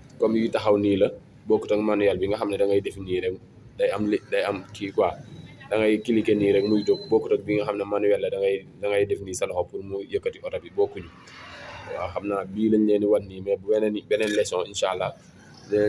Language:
Wolof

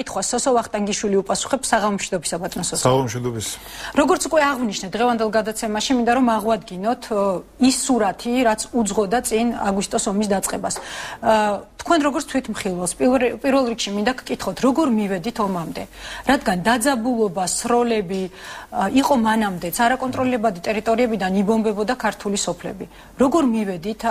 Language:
Georgian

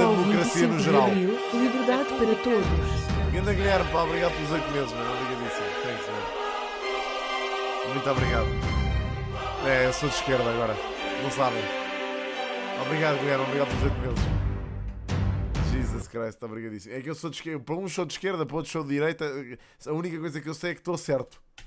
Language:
Portuguese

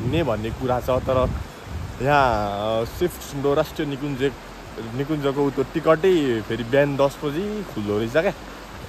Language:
Nepali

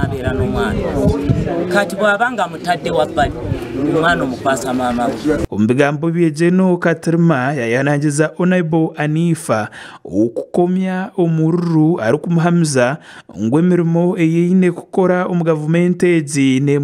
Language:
Nyankole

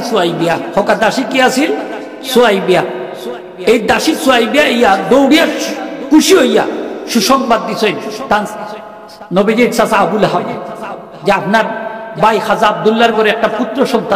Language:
Sylheti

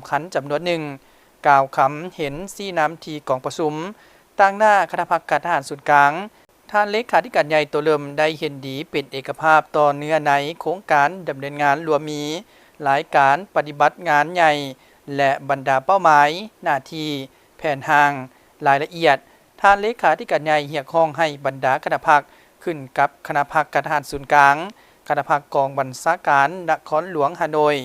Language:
Lao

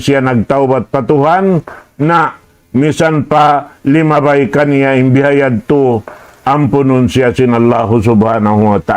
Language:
Tausug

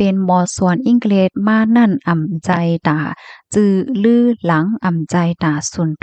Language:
Shan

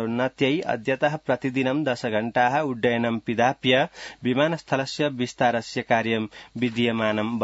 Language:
Sanskrit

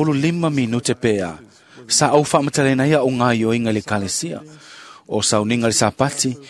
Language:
Samoan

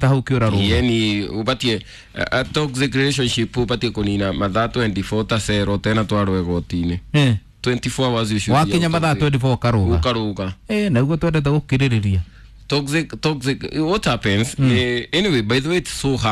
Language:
Kikuyu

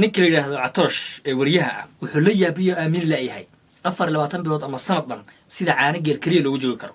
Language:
Somali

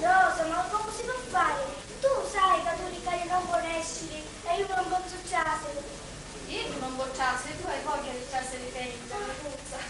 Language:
Sicilian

